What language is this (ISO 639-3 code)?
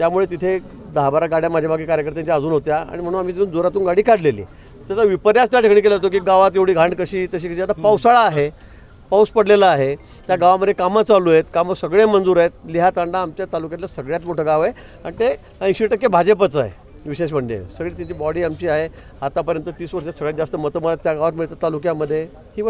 mar